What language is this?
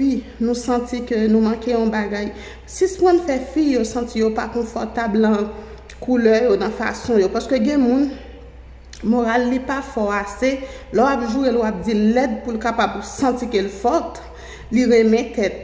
Haitian Creole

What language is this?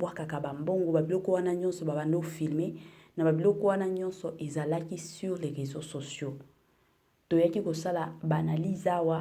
Lingala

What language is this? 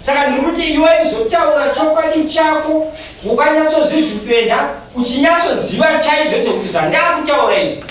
Shona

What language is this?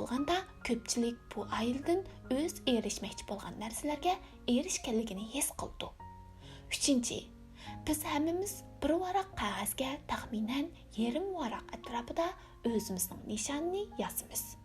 Uyghur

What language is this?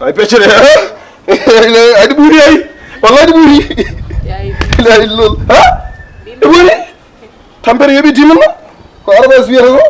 Fula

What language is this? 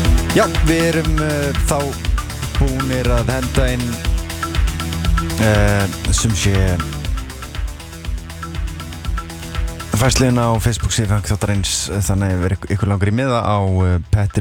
Icelandic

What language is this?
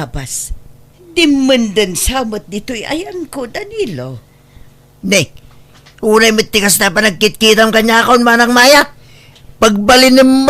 Iloko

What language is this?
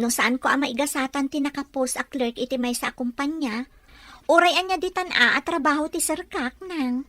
Iloko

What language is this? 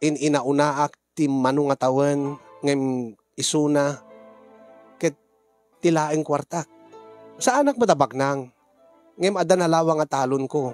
Iloko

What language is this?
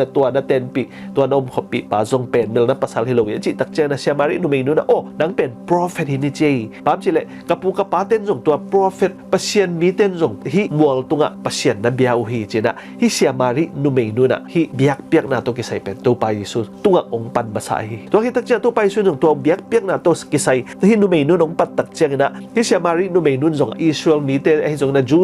Tedim Chin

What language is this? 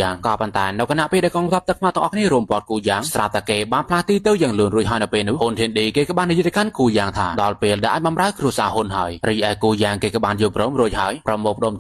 Khmer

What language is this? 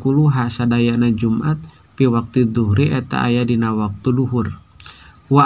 Sundanese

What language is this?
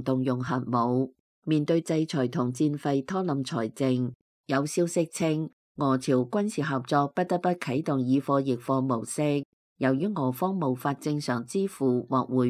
Cantonese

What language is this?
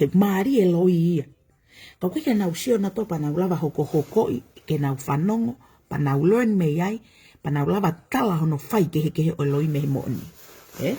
Tongan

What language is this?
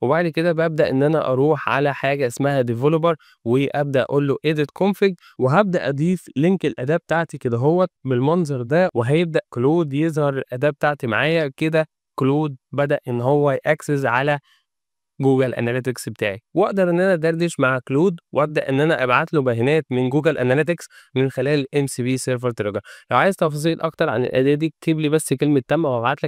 Egyptian Arabic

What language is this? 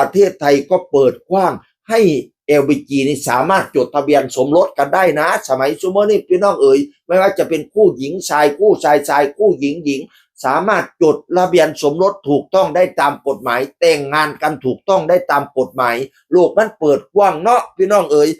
Northeastern Thai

